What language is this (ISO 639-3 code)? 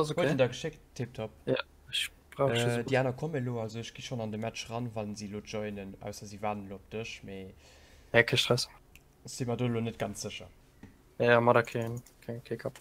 ltz